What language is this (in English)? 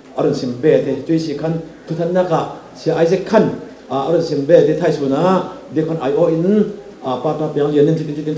Falam Chin